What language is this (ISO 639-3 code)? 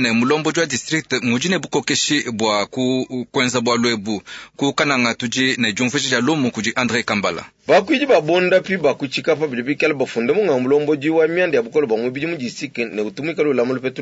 lua